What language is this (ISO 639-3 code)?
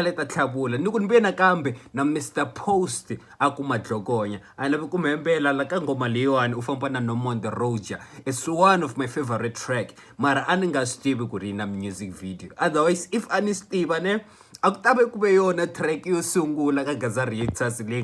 tso